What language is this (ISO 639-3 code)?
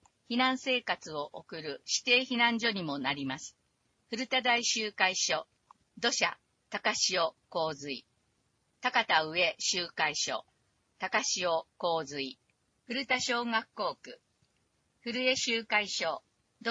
jpn